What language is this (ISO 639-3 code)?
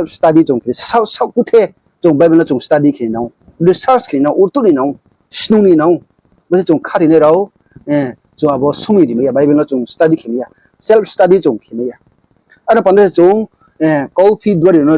ria